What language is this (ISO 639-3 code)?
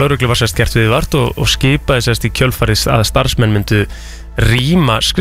isl